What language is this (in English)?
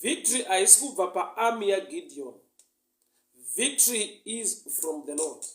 Shona